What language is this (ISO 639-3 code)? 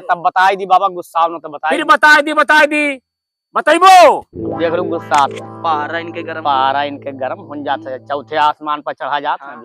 awa